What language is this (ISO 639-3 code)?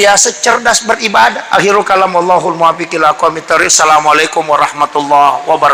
bug